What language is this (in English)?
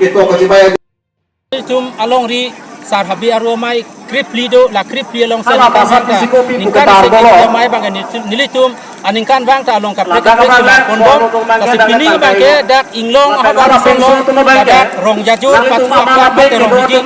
Karbi